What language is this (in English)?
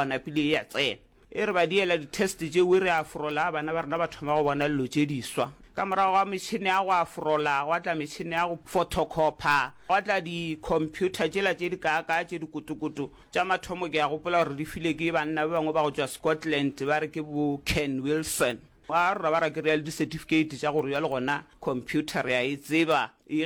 Northern Sotho